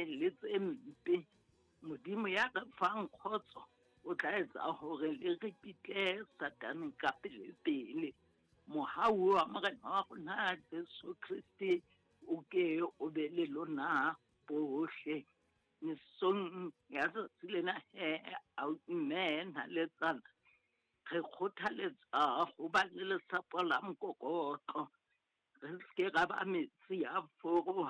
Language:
Southern Sotho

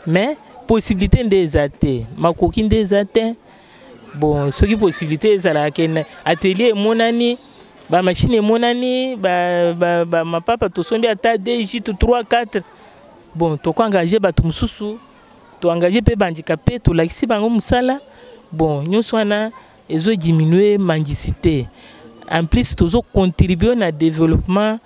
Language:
Lingala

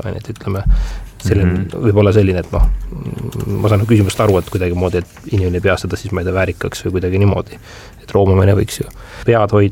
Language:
Estonian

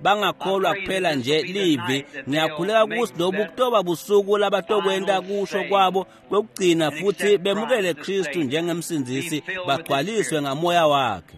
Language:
Swati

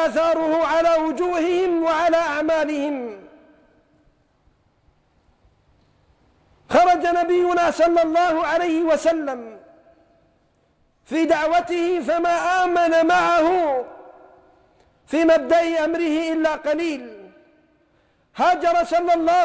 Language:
Arabic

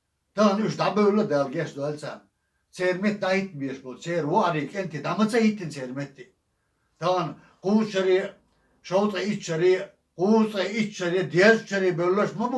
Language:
Chechen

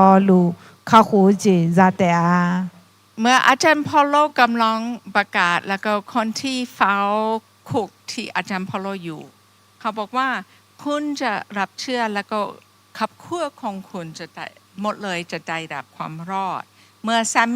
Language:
Akha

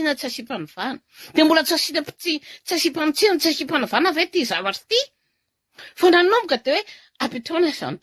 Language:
Malagasy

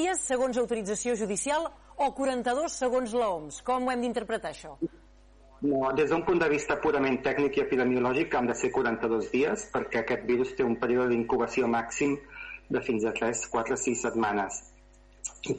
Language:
Catalan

